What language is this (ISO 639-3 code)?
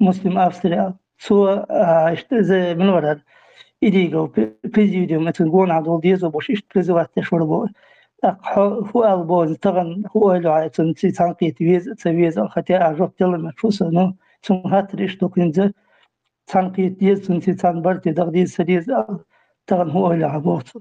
che